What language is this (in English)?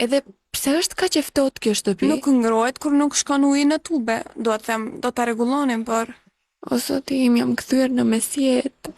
Albanian